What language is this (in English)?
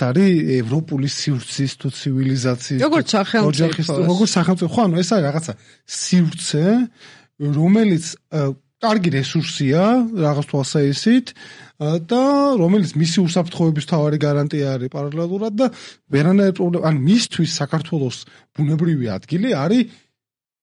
Georgian